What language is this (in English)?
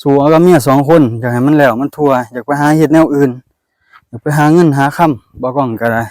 Lao